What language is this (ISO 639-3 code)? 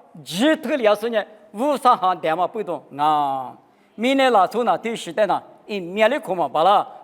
lis